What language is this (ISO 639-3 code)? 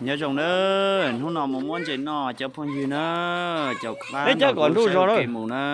hmn